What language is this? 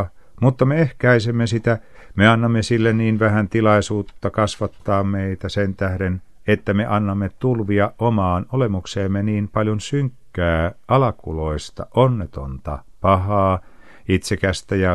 Finnish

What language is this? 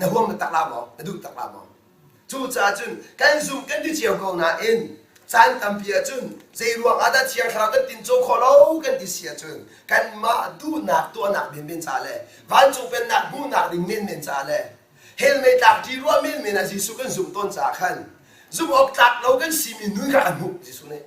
Hakha Chin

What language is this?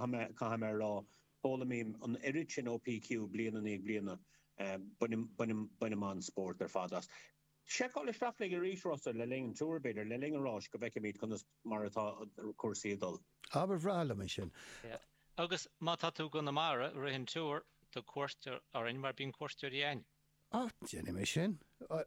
Irish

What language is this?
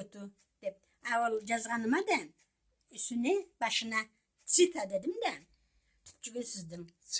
Karachay-Balkar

